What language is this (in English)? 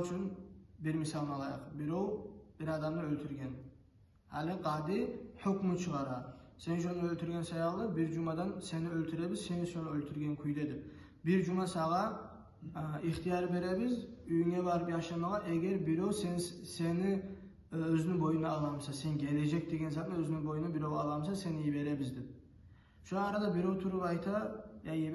Kumyk